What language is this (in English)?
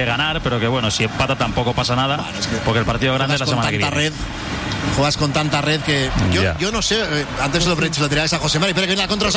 Spanish